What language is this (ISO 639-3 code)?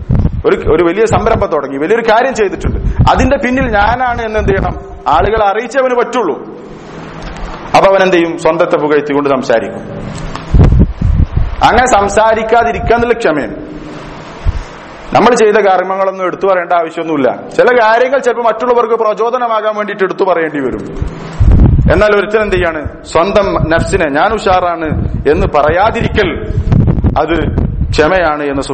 mal